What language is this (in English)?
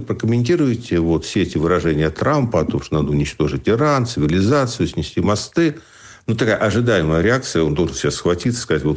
Russian